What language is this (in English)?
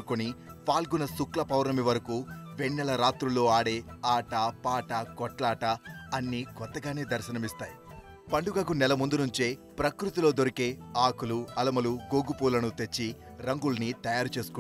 Telugu